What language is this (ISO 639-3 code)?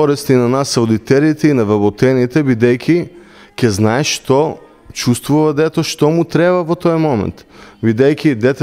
mkd